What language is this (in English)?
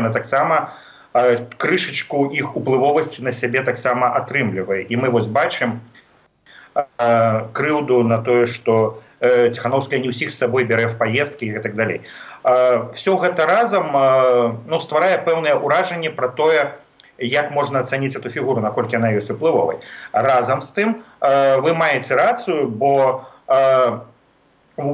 Belarusian